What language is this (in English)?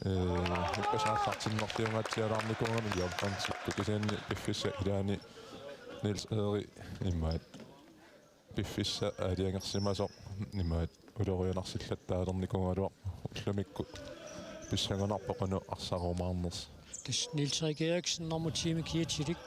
Kalaallisut